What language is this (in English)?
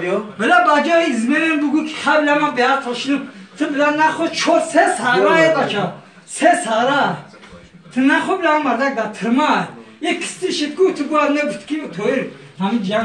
Tajik